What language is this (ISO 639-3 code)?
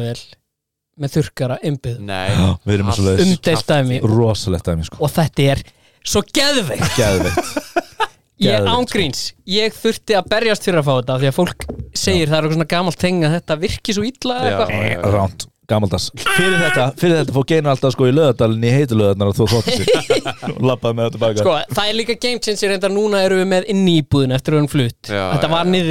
isl